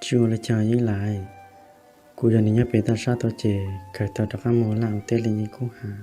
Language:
Hmong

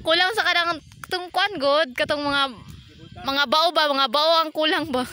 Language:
Cebuano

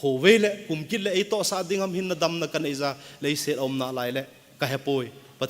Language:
Thado Chin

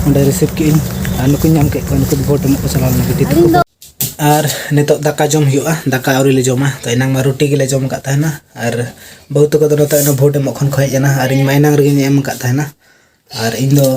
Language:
Santali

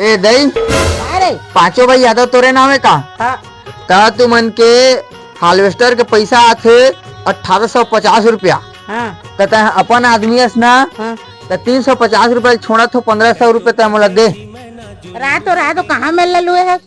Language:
Chhattisgarhi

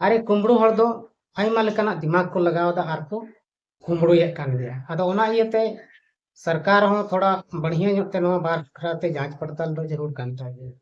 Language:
Santali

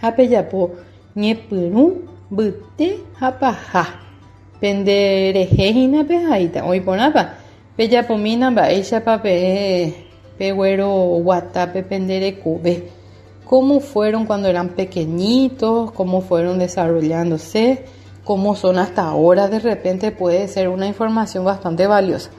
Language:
Guarani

